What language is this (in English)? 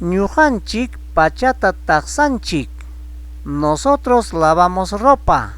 Ayacucho Quechua